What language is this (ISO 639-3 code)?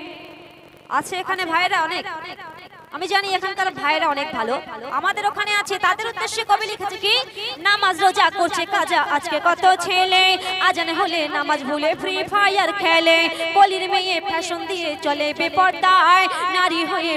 ben